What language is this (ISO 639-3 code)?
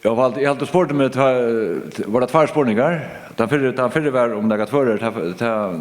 fao